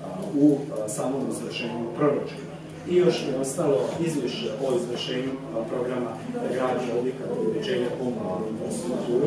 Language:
Croatian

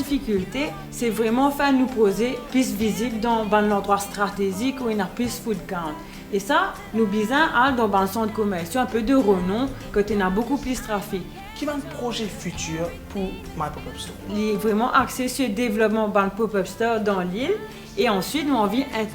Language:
Morisyen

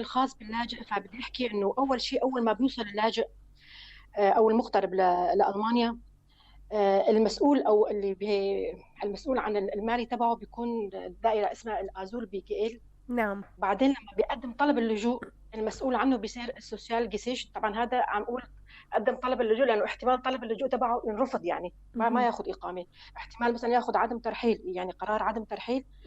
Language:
North Levantine Arabic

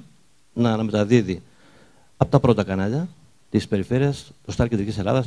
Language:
Greek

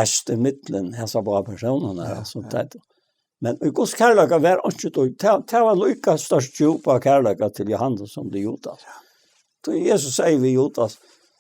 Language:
Faroese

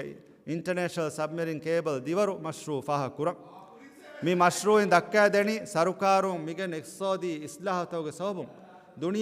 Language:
Divehi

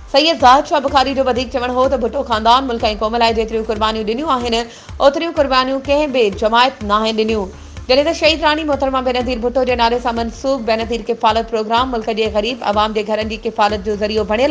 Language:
Sindhi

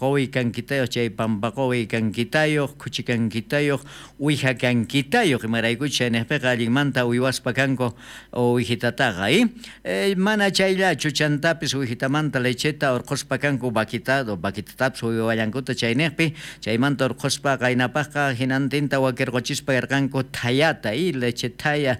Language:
South Bolivian Quechua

